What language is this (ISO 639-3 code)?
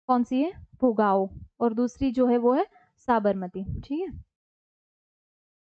hin